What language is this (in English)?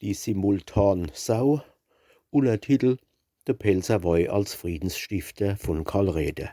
Palatine German